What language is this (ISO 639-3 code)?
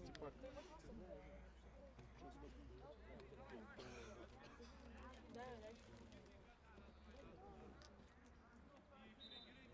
bul